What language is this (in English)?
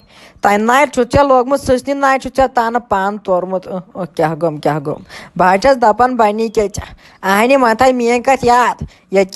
Kashmiri